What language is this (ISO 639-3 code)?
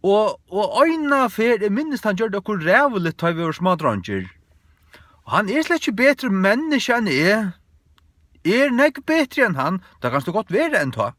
fao